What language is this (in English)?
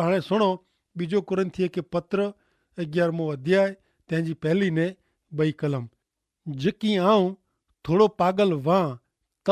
Kachhi